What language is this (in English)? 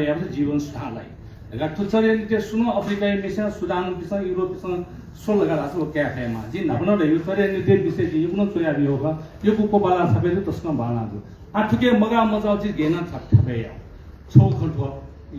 Newari